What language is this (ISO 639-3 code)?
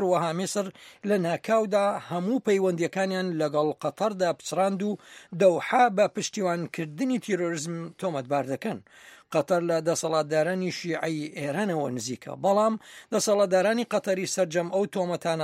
ckb